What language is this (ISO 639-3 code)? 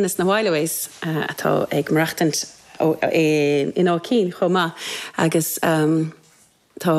gle